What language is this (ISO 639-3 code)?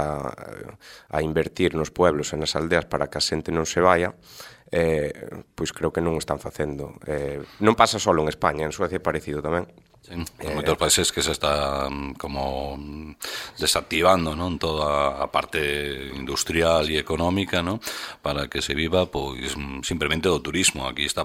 glg